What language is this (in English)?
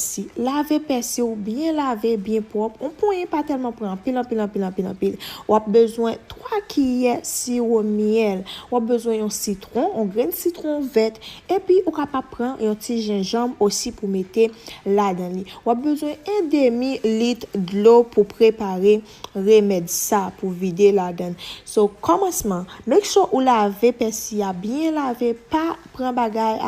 Haitian Creole